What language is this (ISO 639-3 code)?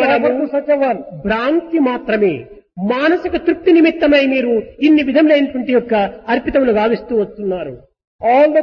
tel